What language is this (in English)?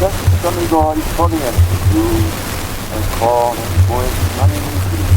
Manx